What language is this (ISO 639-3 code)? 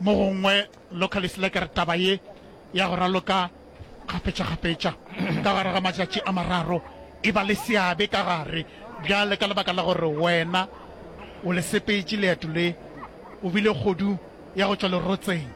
nso